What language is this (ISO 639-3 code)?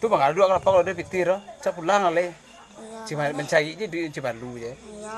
min